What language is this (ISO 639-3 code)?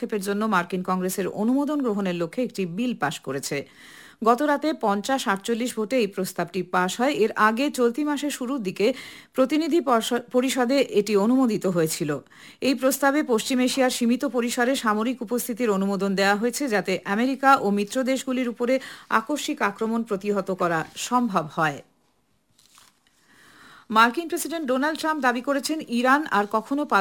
ben